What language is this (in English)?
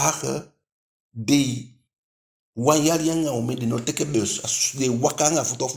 Eastern Maroon Creole